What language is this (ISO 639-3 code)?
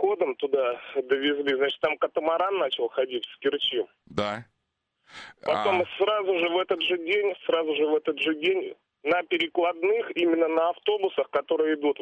rus